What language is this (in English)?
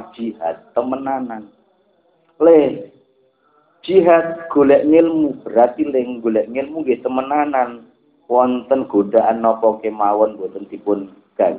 Javanese